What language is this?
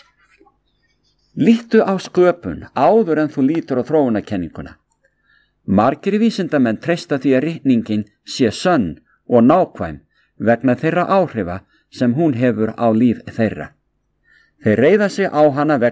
Icelandic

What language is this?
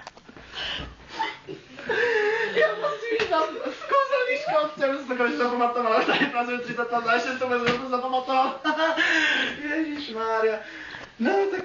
Czech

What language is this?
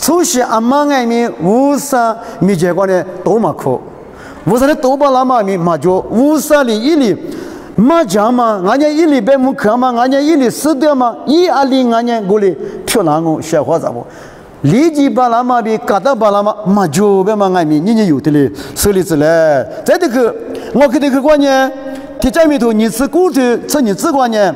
Lisu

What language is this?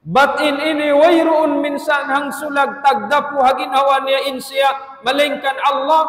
Tausug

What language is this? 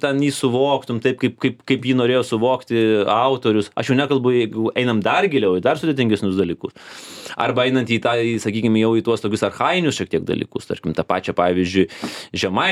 Lithuanian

